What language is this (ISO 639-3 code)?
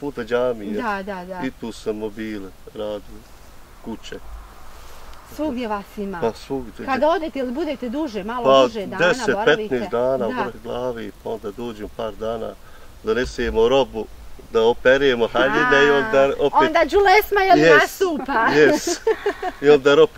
bos